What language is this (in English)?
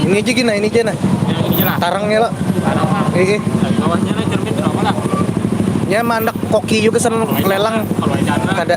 Banjar